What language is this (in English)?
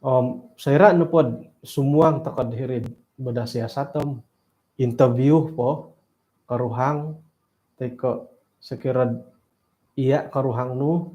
Central Dusun